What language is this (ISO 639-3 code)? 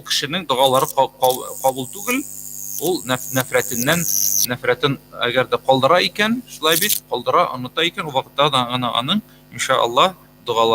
tat